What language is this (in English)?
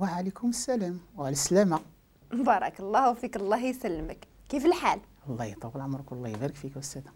Moroccan Arabic